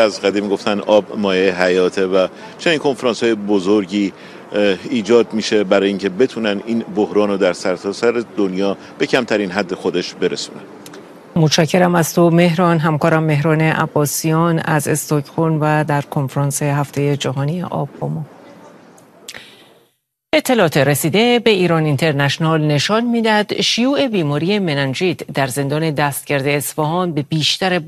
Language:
Persian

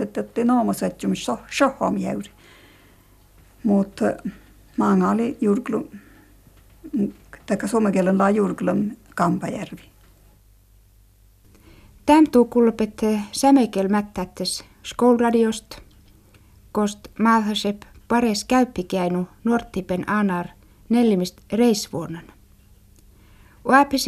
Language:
Finnish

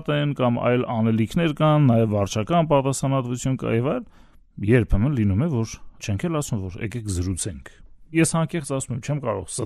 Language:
Armenian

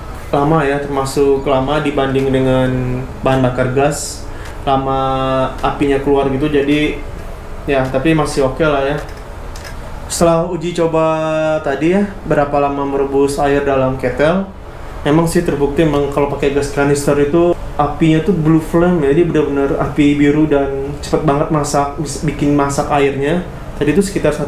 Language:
Indonesian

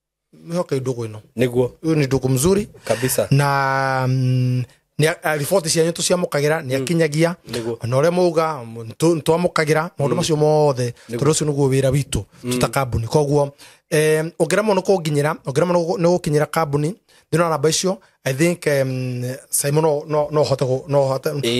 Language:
Kikuyu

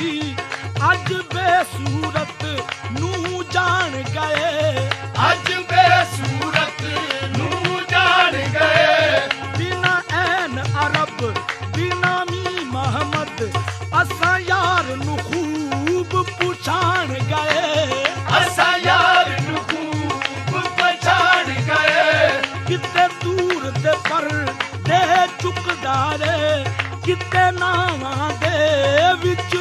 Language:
Punjabi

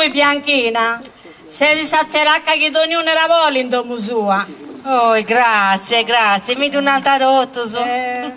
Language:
Sardinian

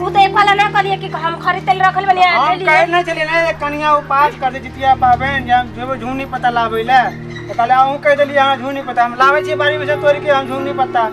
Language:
Maithili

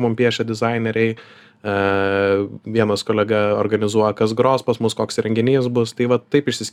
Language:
Lithuanian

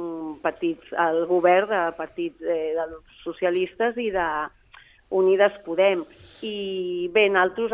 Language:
Catalan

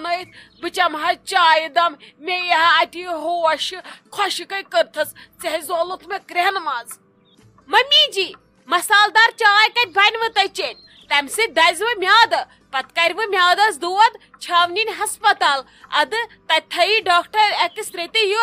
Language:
Kashmiri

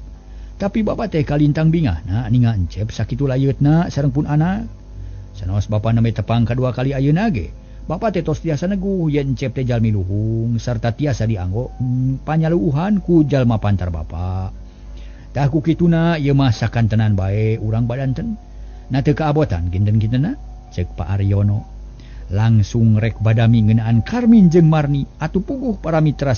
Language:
Sundanese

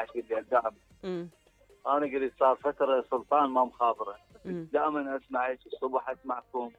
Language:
Mesopotamian Arabic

